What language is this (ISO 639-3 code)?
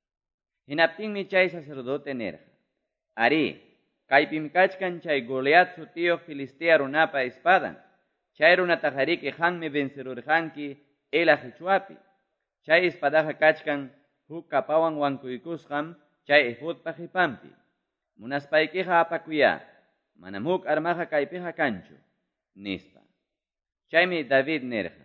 que